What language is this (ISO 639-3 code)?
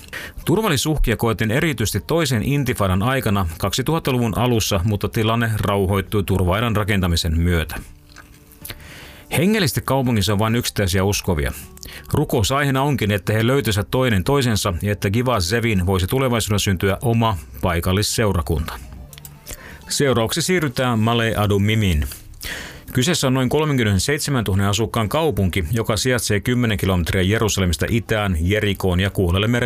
fin